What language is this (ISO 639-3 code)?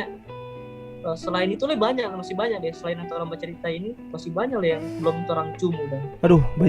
xmm